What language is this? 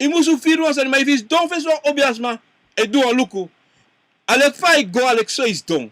Sranan Tongo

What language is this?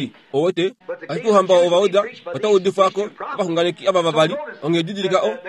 Kuanyama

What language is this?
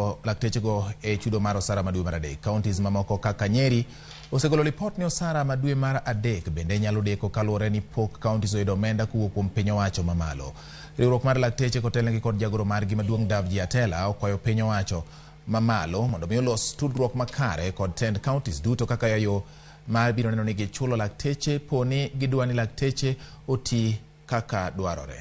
Luo (Kenya and Tanzania)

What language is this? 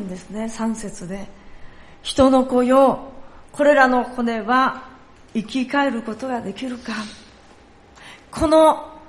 Japanese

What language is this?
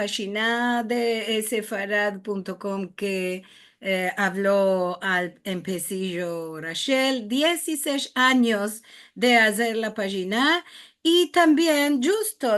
Ladino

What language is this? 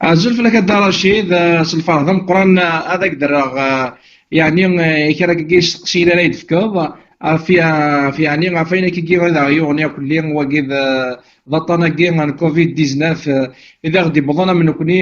Kabyle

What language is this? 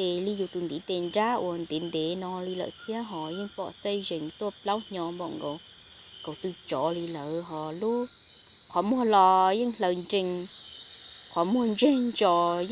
Hmong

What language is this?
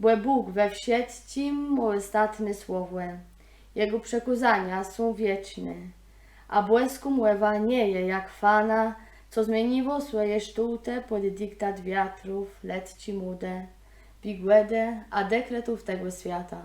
Kashubian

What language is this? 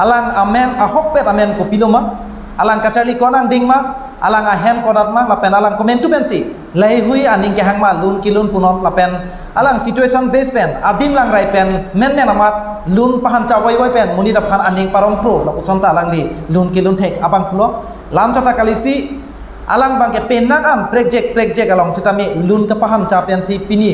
Karbi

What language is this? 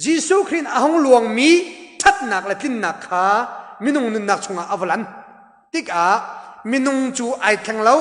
Hakha Chin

